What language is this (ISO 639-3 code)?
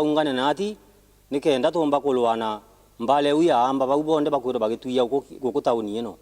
mer